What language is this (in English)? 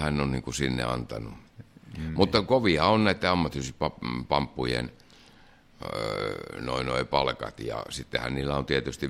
Finnish